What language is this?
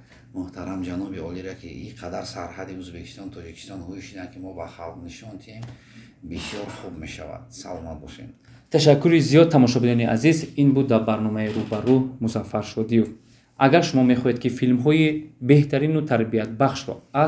Tajik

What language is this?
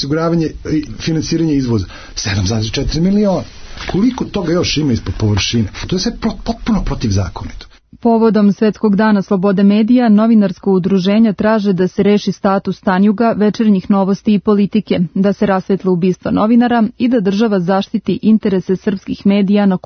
Serbian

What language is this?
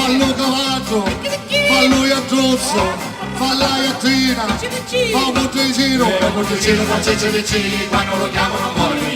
Sicilian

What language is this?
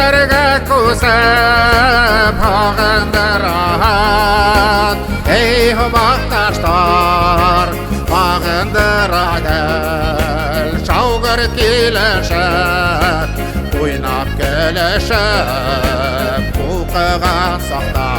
Bashkir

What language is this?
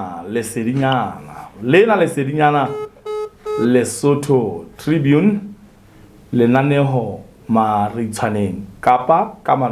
Southern Sotho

